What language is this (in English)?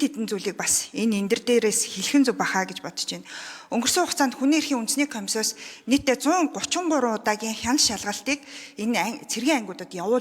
Mongolian